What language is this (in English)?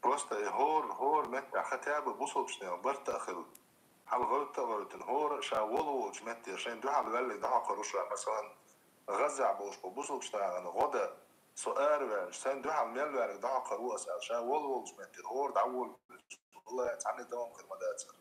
Chechen